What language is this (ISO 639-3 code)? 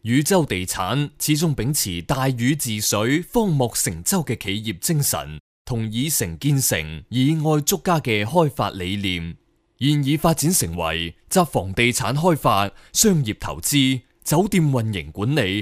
yue